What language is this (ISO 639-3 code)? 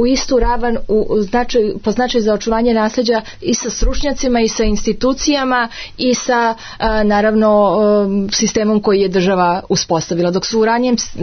srp